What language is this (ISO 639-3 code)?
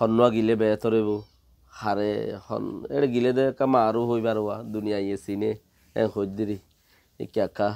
rhg